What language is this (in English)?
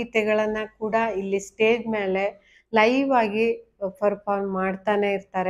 Kannada